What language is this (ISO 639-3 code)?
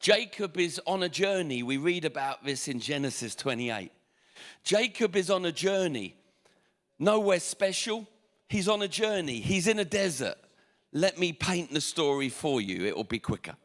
eng